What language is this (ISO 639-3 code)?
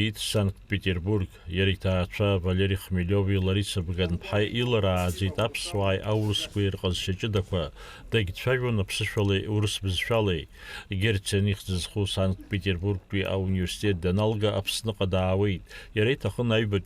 abk